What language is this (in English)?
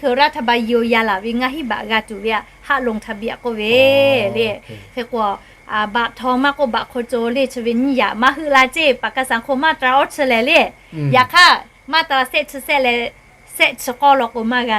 Lahu